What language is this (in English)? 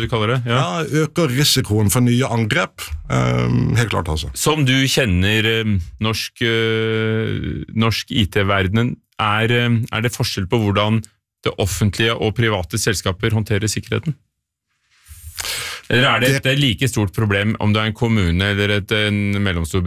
Norwegian